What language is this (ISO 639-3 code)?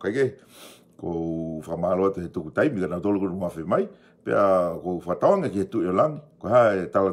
ton